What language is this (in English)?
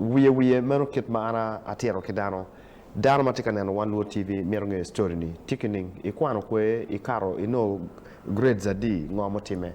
Acoli